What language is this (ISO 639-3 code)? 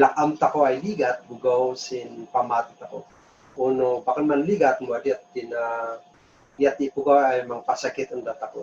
kne